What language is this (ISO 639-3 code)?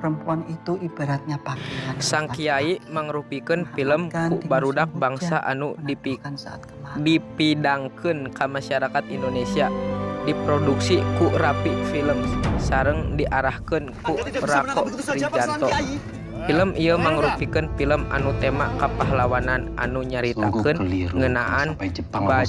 sun